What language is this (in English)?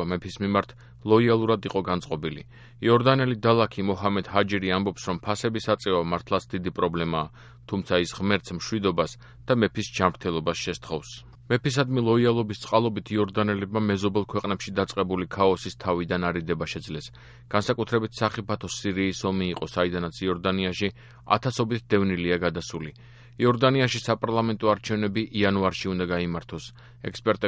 Georgian